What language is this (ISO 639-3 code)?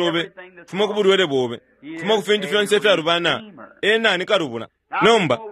bem